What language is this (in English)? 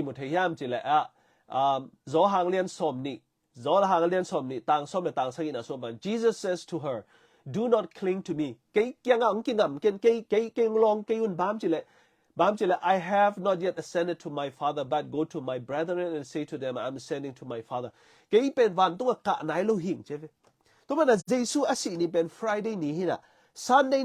Tedim Chin